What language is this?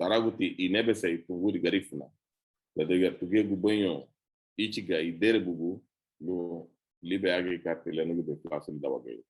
Garifuna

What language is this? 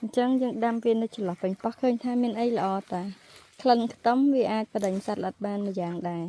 Khmer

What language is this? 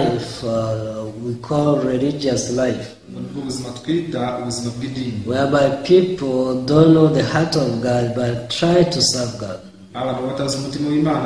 Kinyarwanda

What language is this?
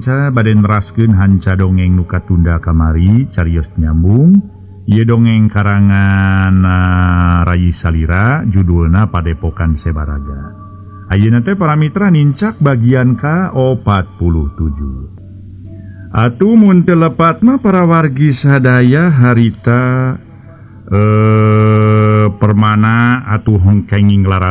Sundanese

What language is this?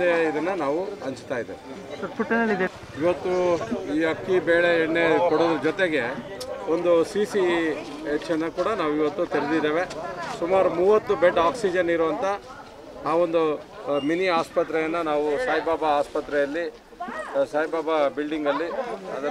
Kannada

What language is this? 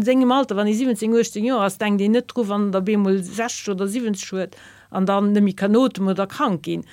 Luxembourgish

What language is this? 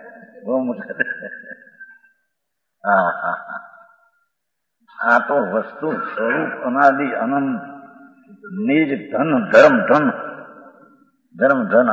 Gujarati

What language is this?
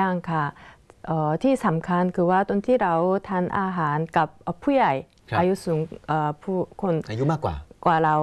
Thai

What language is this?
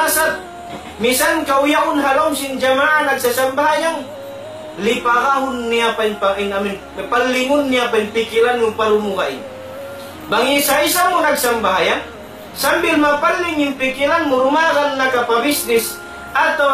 Tausug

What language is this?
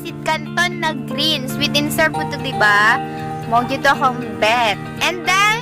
Cebuano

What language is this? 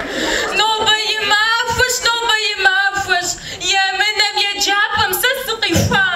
Kabardian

